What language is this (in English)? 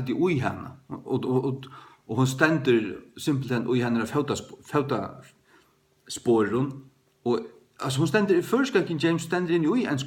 Faroese